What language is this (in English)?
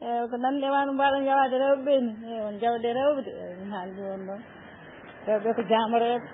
Fula